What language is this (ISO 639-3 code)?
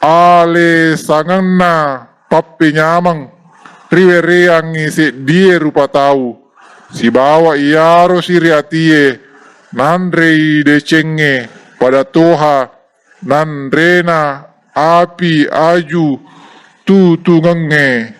bug